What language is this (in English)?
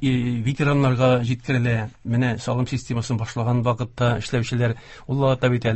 Tatar